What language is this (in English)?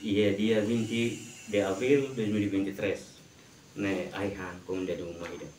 Tetum